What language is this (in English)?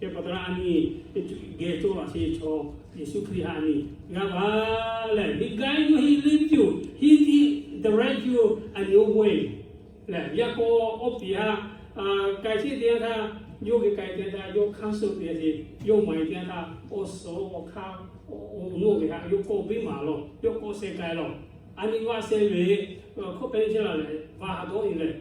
Lahu